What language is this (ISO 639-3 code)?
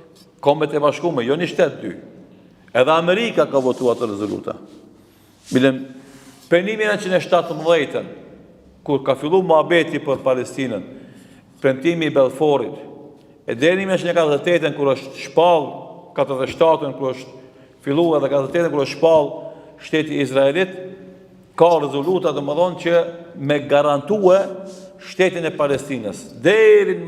sqi